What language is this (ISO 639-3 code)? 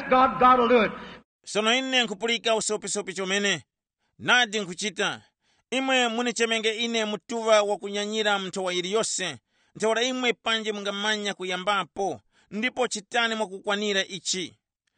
tum